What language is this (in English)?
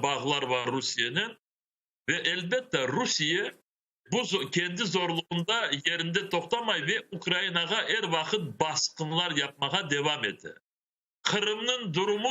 Crimean Tatar